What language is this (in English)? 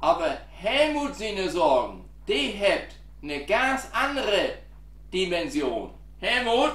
Low German